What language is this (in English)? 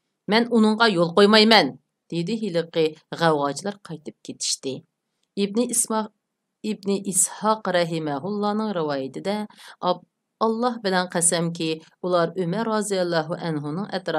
Uyghur